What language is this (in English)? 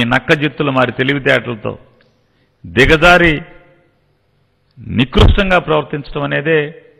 Telugu